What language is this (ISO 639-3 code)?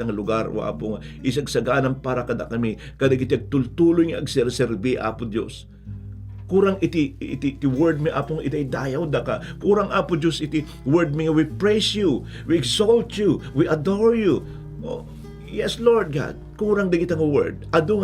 ilo